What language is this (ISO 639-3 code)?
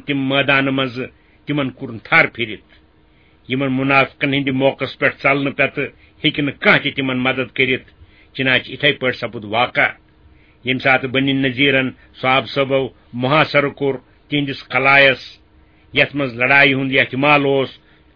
kas